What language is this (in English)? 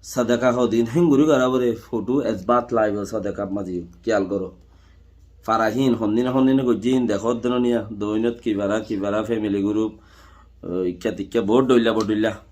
Rohingya